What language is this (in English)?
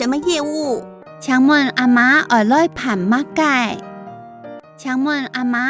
Hakka Chinese